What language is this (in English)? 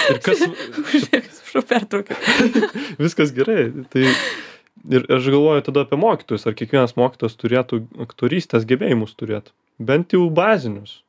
Lithuanian